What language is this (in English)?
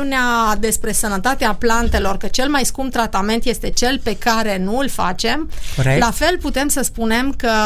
Romanian